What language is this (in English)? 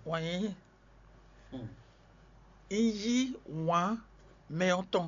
Fon